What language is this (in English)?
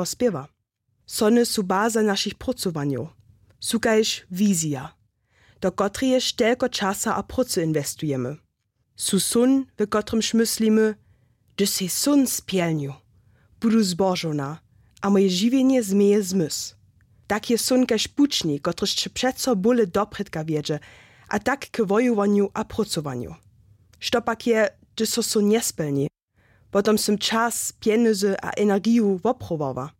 Upper Sorbian